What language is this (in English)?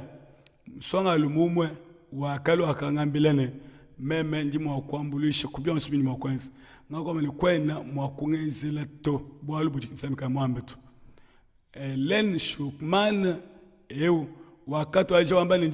Luba-Lulua